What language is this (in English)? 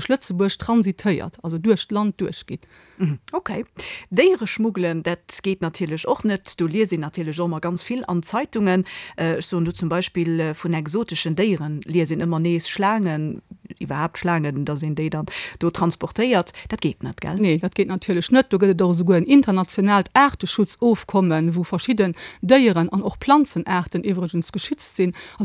Luxembourgish